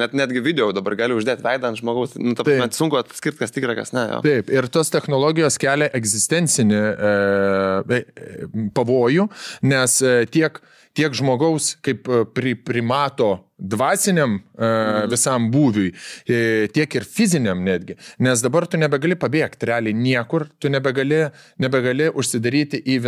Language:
Lithuanian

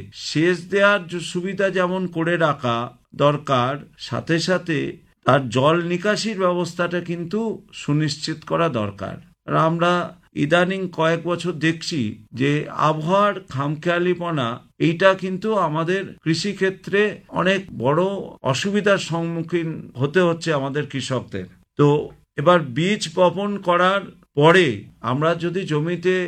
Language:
Bangla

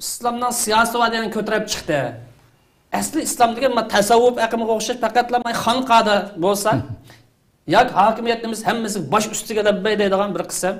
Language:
Uyghur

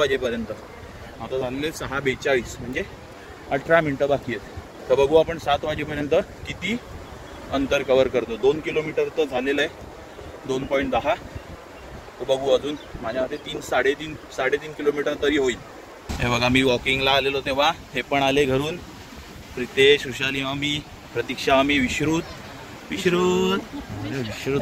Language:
Marathi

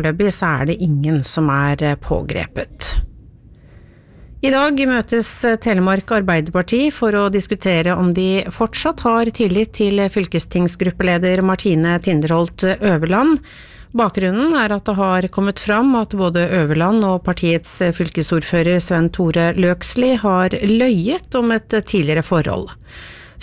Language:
Norwegian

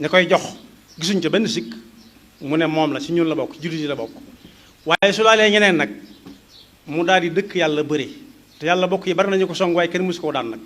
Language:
Wolof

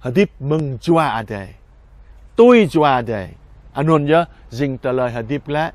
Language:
Jarai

